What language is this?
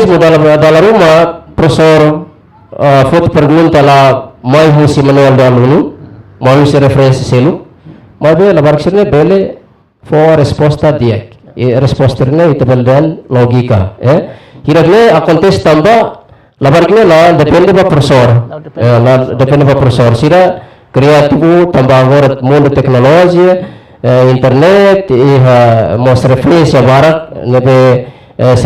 Tetum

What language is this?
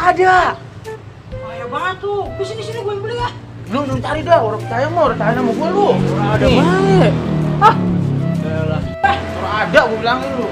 Betawi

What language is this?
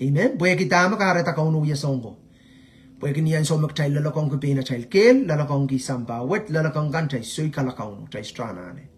Pohnpeian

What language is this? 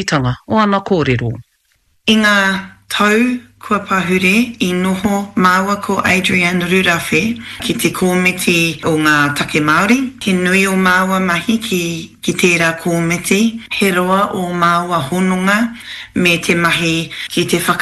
Māori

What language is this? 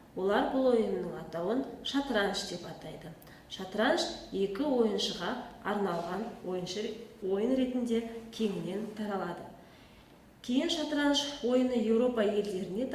Kazakh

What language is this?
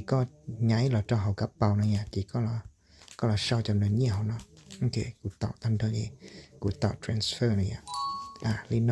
Hmong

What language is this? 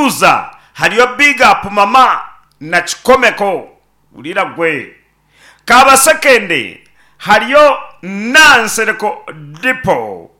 Nyankole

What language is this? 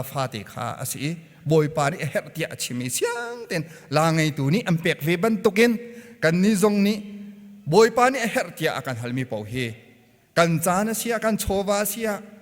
Hakha Chin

